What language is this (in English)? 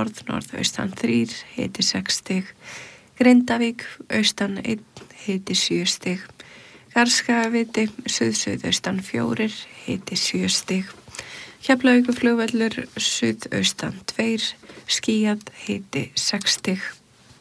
Icelandic